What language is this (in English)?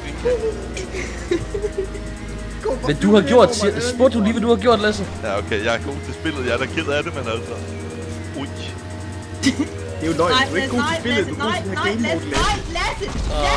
Danish